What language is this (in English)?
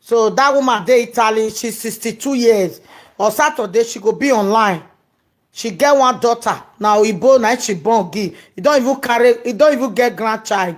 Nigerian Pidgin